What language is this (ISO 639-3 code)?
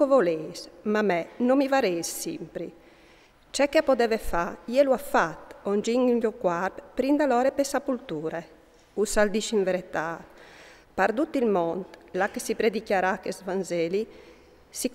fur